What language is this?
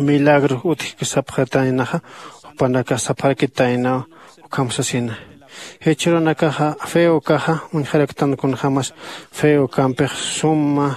Aymara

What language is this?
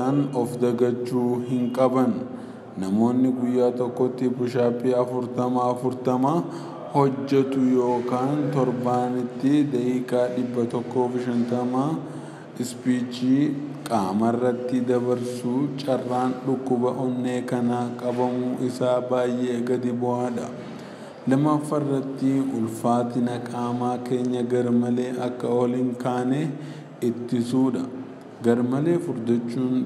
Oromo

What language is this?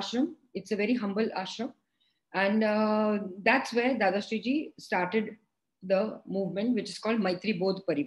English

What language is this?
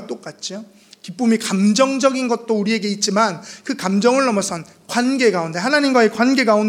Korean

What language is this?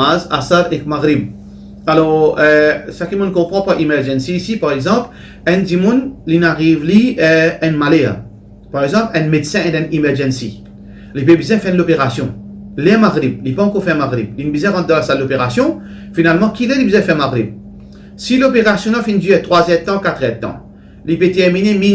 Morisyen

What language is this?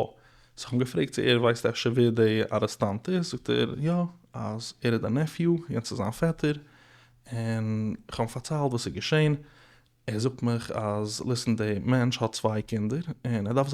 Yiddish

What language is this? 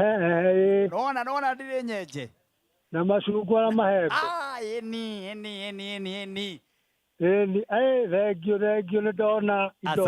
Kikuyu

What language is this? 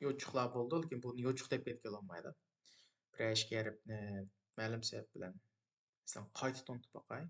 Uyghur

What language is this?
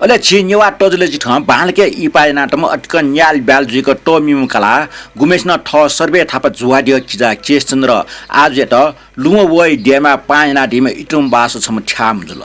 Newari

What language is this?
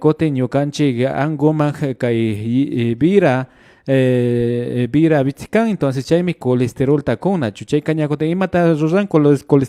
Imbabura Highland Quichua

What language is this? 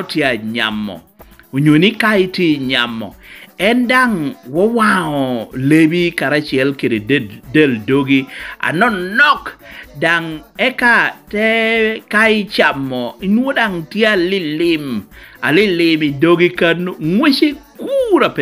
Lango (Uganda)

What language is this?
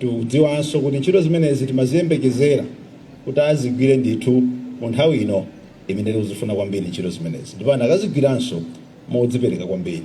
Nyanja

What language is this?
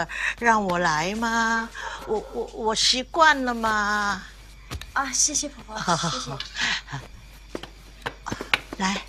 Chinese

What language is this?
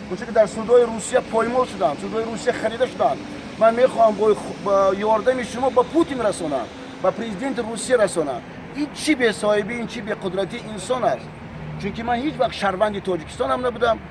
Tajik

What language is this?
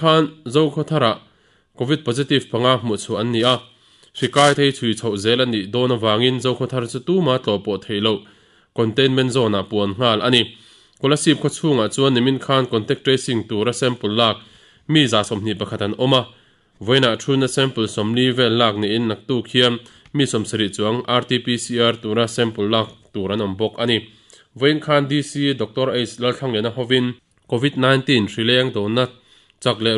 Mizo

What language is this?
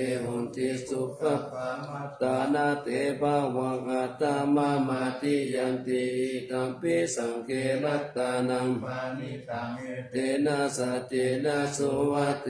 Pali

